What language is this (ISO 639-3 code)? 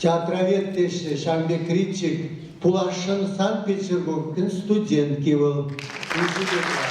chv